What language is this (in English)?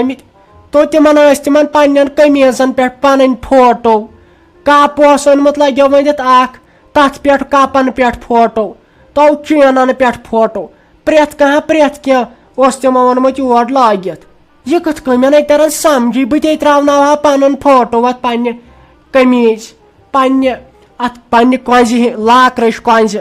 Kashmiri